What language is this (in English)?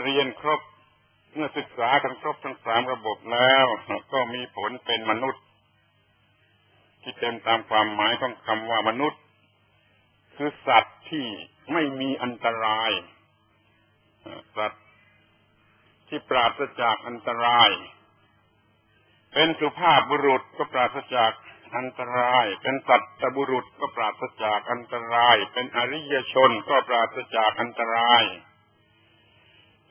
Thai